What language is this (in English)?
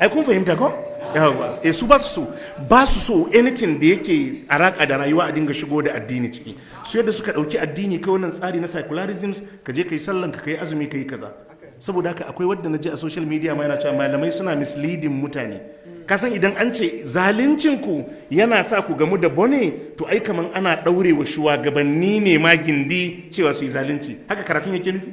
Hausa